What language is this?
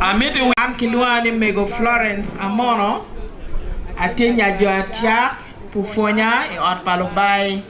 Acoli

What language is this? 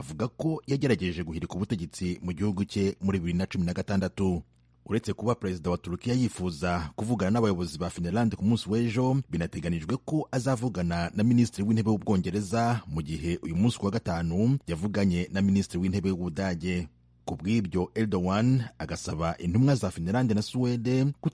Kinyarwanda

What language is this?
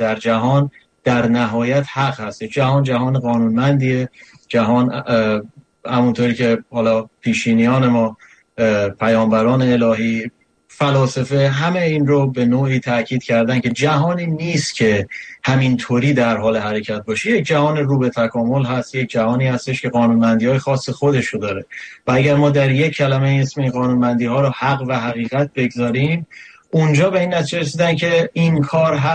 Persian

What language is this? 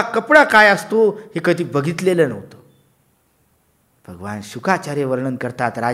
Marathi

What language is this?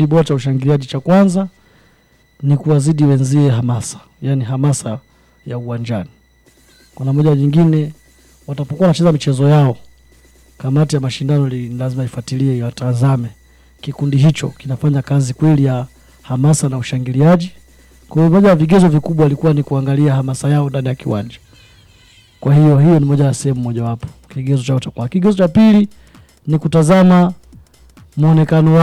Swahili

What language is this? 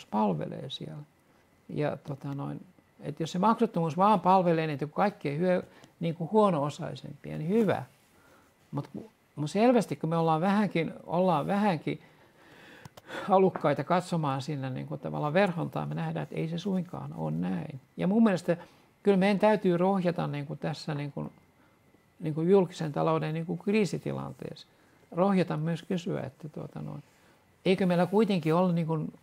Finnish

